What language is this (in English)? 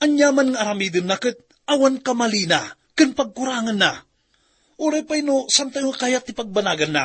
Iloko